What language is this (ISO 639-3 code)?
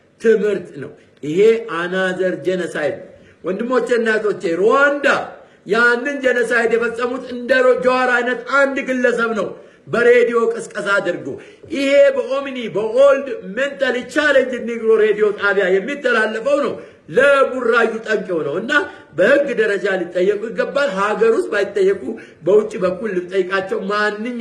amh